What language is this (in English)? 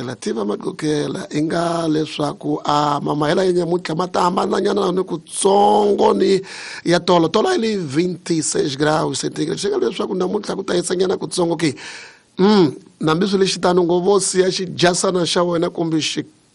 Tsonga